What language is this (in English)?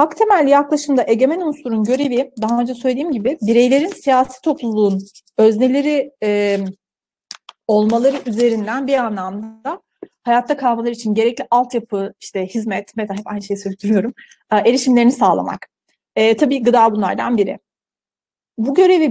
Turkish